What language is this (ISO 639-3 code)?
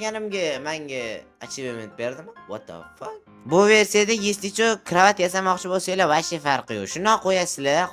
uzb